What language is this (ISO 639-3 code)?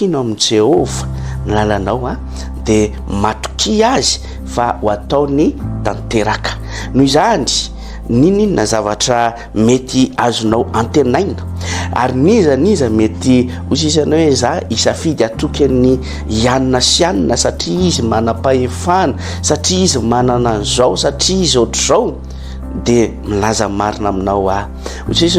mlg